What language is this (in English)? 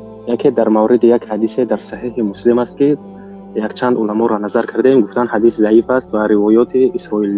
Tajik